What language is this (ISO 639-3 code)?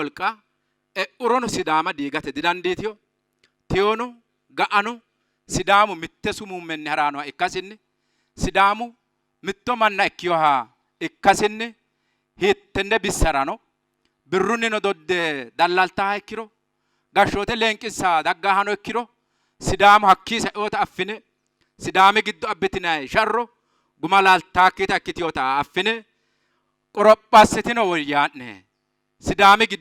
sid